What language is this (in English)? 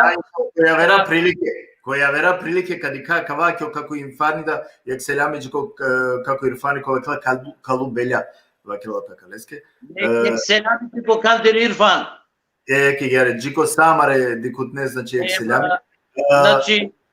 Balkan Romani